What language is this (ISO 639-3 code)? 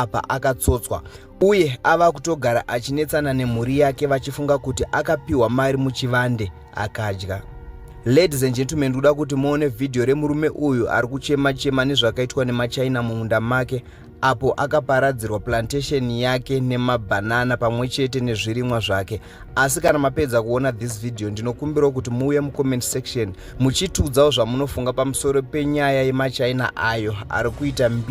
sna